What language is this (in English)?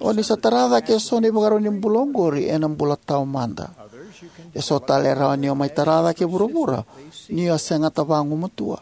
Fijian